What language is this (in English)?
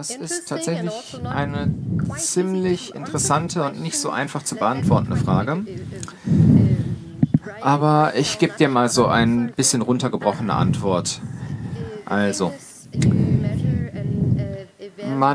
German